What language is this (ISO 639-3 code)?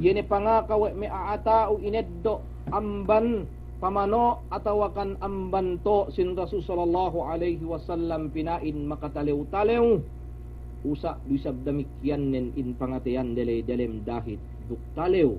yka